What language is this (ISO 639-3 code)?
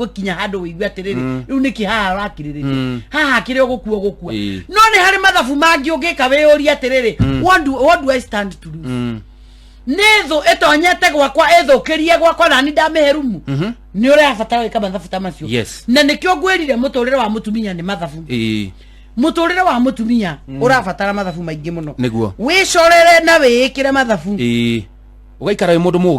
kik